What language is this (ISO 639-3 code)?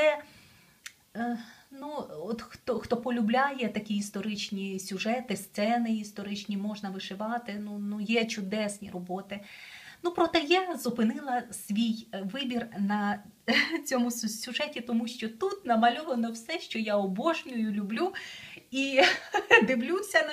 ukr